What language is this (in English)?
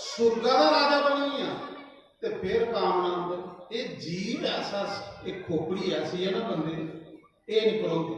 Dogri